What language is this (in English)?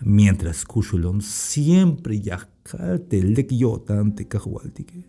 Tzeltal